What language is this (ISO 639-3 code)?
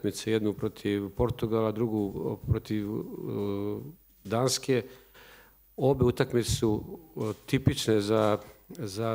srp